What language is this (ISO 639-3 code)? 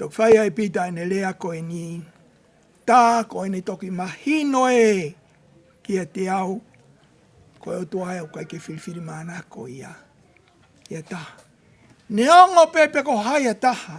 ton